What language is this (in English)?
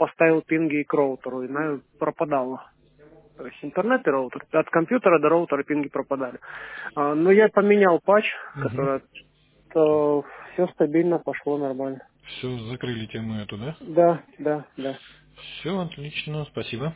Russian